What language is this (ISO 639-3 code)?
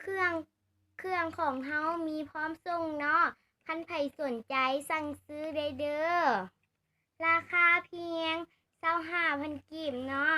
lao